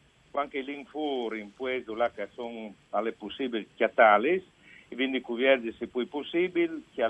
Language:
Friulian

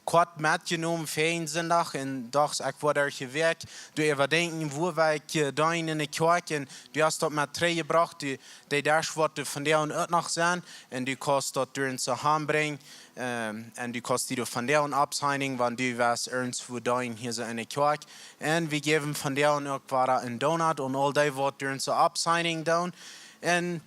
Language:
Plautdietsch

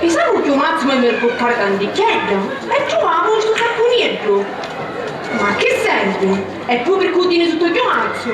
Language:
Sicilian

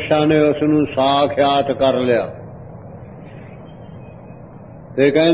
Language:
Punjabi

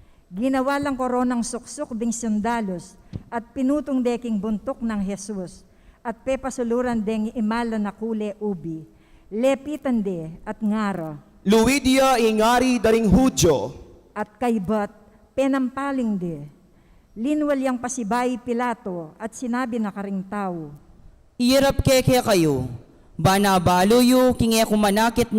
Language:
Pampanga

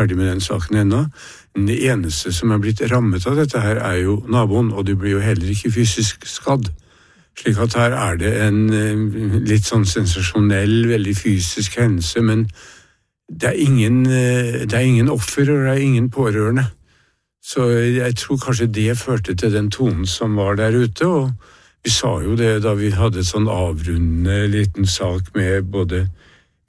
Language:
Norwegian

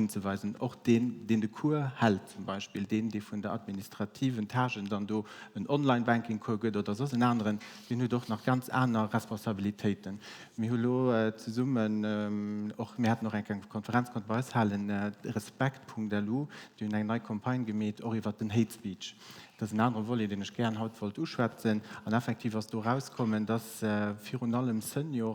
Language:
Luxembourgish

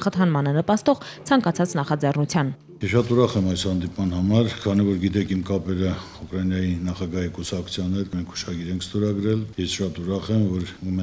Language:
Armenian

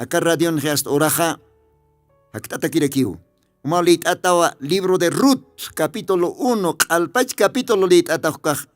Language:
Aymara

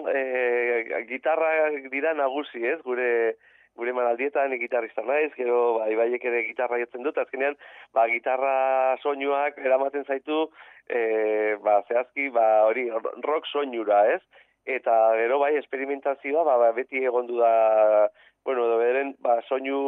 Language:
Basque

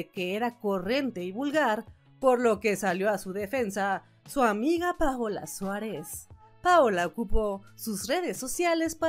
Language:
Spanish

